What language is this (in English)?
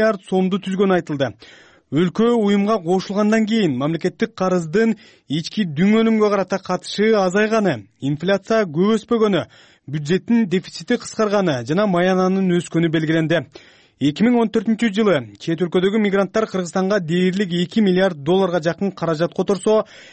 Kyrgyz